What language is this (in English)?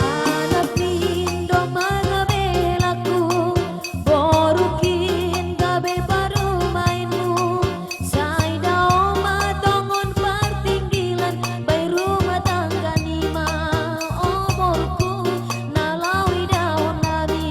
Batak Simalungun